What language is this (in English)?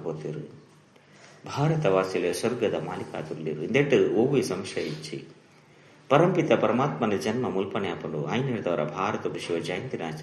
Tulu